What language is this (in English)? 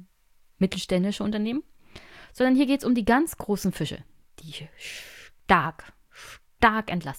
German